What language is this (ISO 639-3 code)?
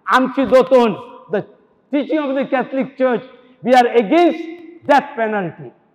kok